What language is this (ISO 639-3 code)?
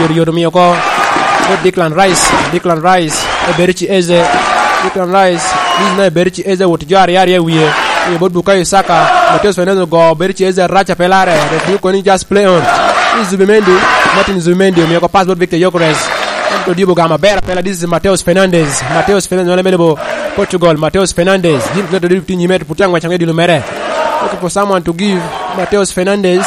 laj